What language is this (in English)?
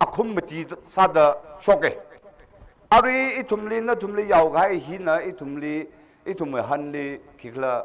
Tangkhul Naga (India)